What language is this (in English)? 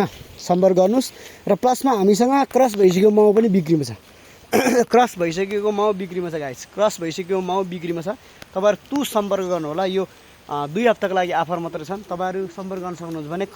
Nepali